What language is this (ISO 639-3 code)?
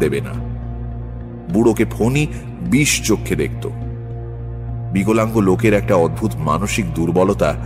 ben